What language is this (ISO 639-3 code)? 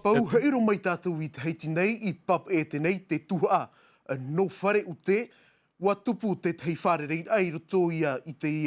tah